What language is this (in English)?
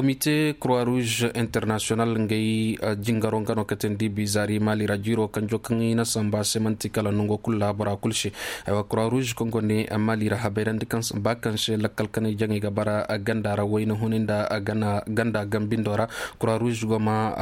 Koyraboro Senni